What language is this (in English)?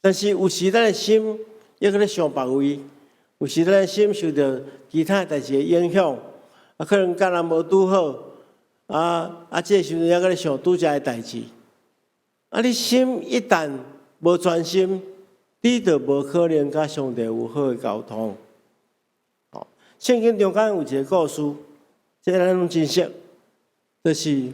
Min Nan Chinese